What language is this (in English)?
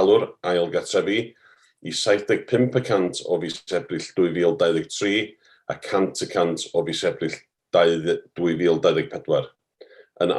Welsh